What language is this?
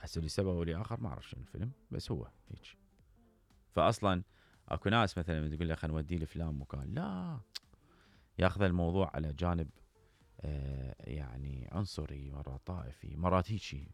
Mesopotamian Arabic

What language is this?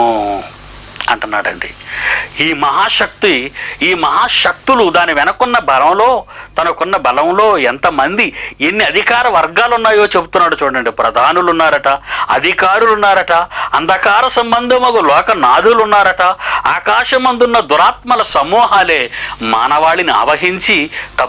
Telugu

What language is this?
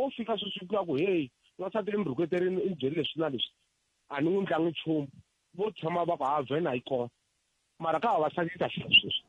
Tsonga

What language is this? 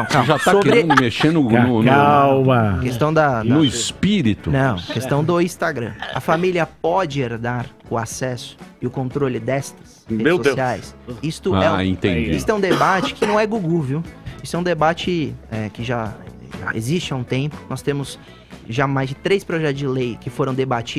Portuguese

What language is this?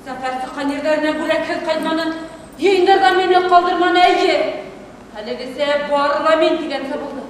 Bashkir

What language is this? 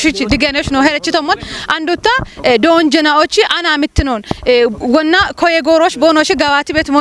Kafa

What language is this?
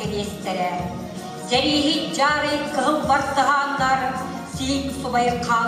Yakut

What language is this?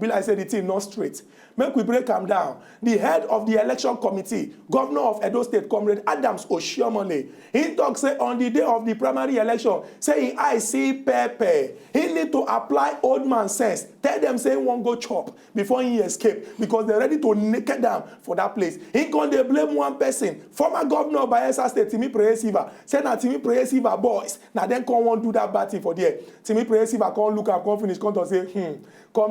Nigerian Pidgin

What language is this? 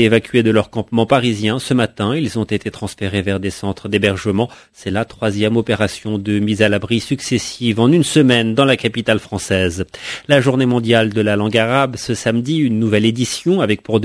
French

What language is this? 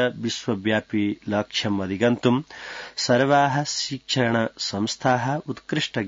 Sanskrit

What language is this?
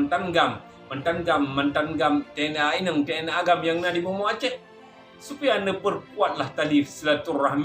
Achinese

